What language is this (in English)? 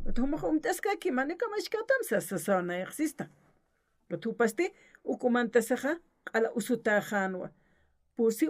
Aymara